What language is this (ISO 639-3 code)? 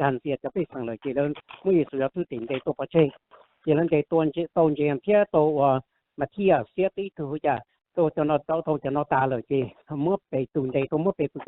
hmn